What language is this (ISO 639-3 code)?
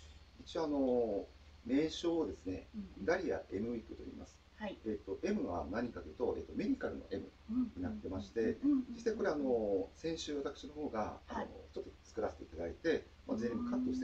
jpn